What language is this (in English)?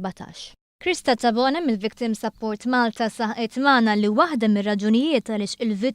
Maltese